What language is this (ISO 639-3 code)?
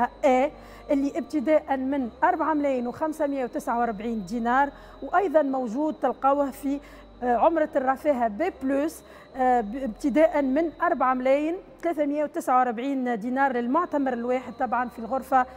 aeb